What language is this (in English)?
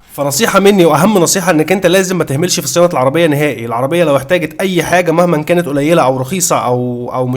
Egyptian Arabic